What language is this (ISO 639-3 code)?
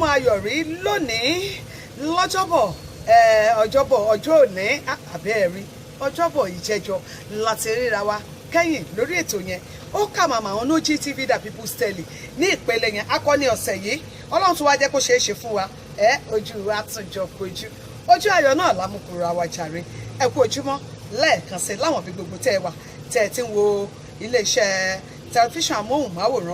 yor